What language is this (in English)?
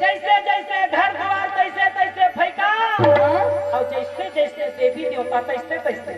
Chhattisgarhi